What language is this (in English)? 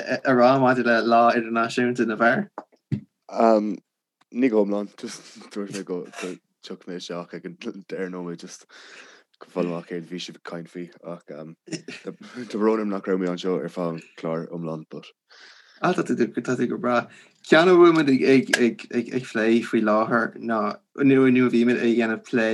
Irish